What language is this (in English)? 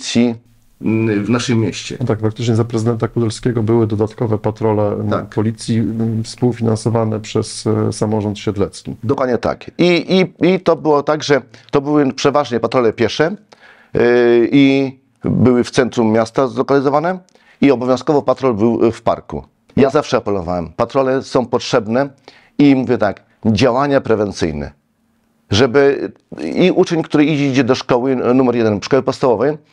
Polish